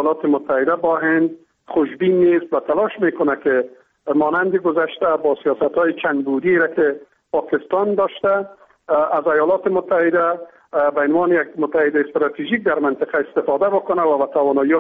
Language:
Persian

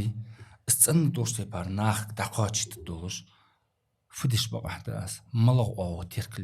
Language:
Ingush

